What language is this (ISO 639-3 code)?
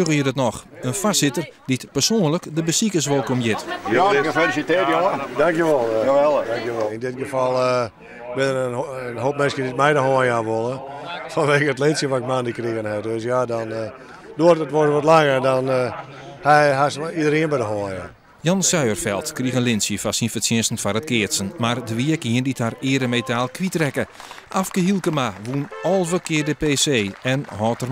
fry